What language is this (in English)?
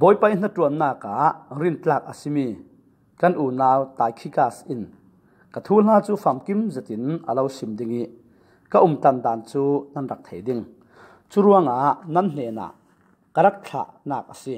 Falam Chin